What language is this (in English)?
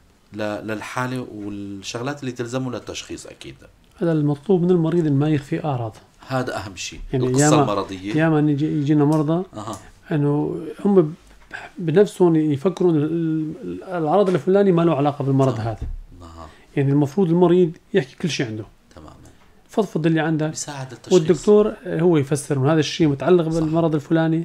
North Levantine Arabic